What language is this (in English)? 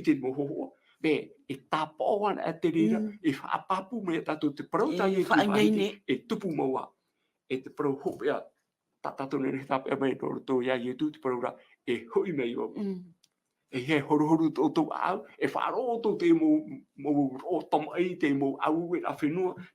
Tahitian